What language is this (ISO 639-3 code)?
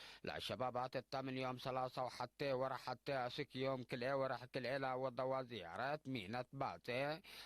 tig